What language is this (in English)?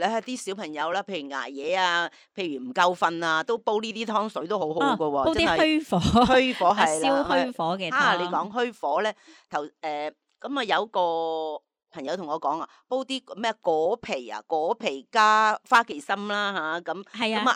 Cantonese